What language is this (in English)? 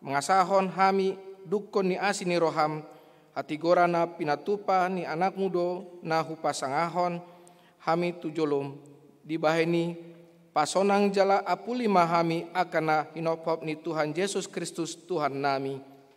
Batak Toba